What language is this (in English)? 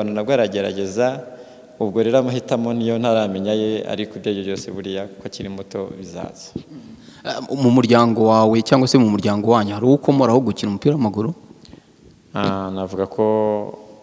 Kinyarwanda